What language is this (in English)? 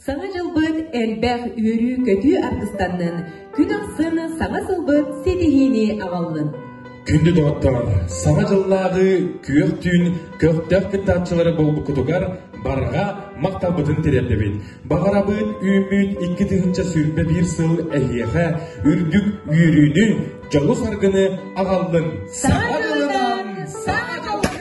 Yakut